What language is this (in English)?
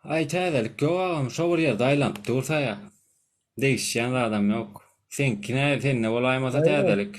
Turkmen